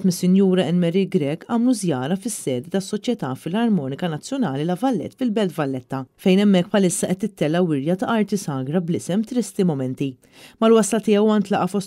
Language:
Maltese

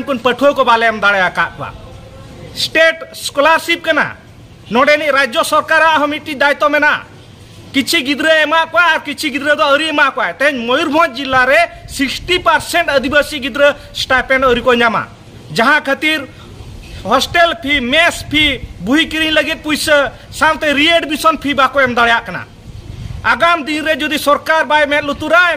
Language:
Santali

